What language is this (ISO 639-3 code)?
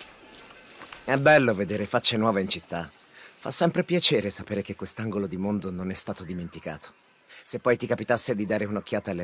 ita